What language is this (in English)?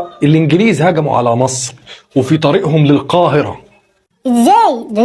Egyptian Arabic